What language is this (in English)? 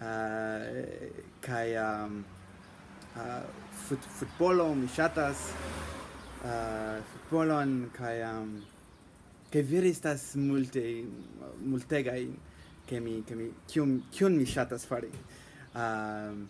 Esperanto